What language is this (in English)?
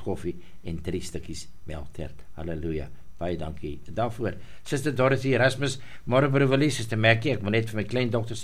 Afrikaans